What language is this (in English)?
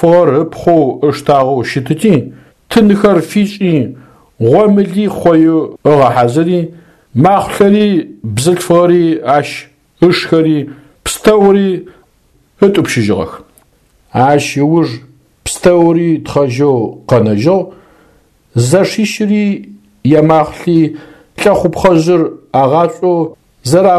Adyghe